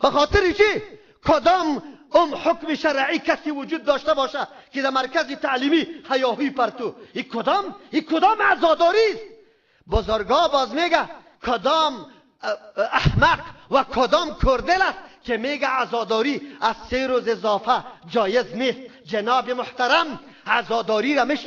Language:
Persian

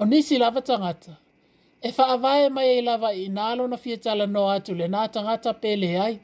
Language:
Samoan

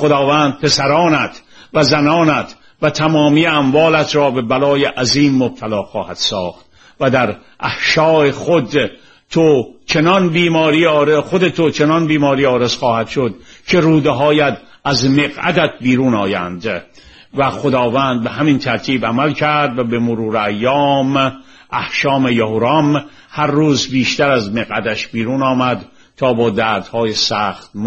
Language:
Persian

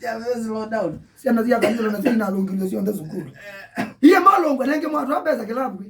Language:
Kamba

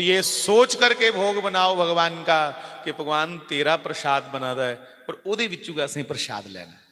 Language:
Dogri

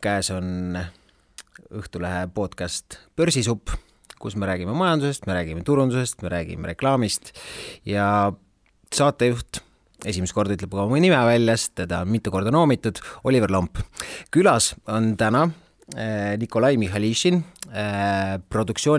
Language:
Estonian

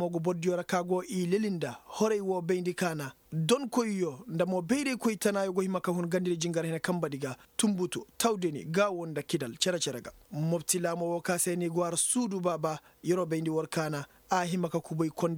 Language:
Koyraboro Senni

